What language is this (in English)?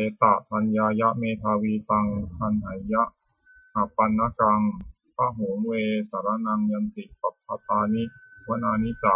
Pali